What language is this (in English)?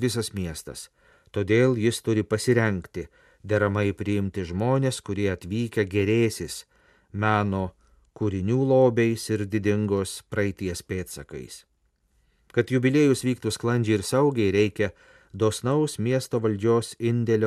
Lithuanian